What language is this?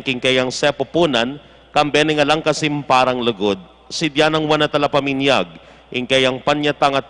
Pampanga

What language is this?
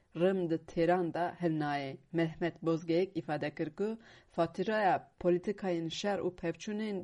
Kurdish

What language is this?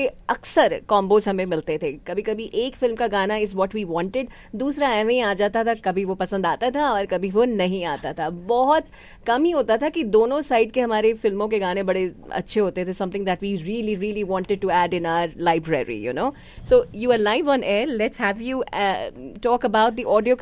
Hindi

